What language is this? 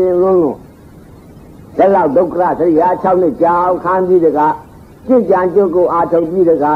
Burmese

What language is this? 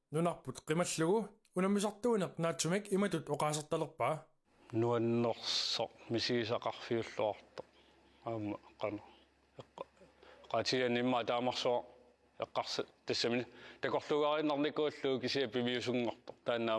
Kalaallisut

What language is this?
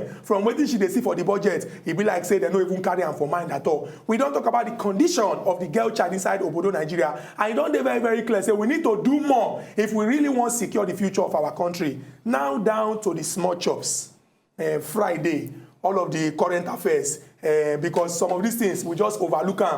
Nigerian Pidgin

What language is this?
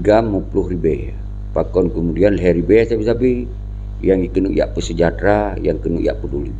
Achinese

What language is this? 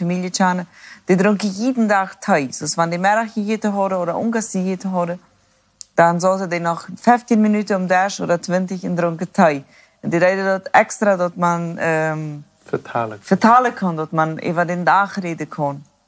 Plautdietsch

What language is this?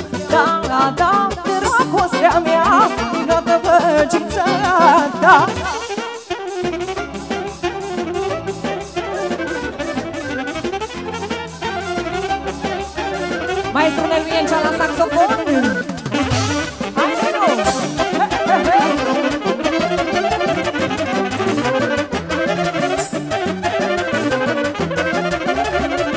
Romanian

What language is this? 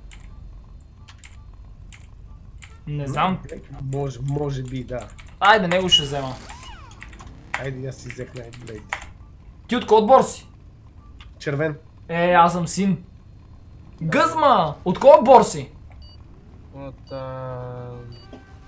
Bulgarian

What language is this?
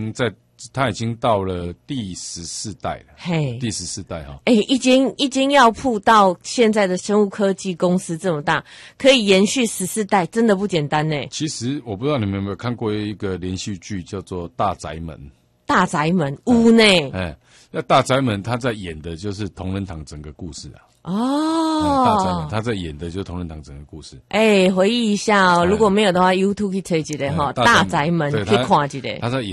Chinese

